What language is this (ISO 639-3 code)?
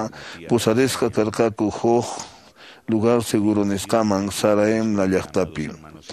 que